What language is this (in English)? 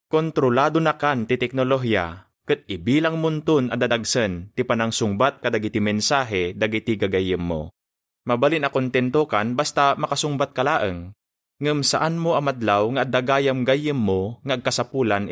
Iloko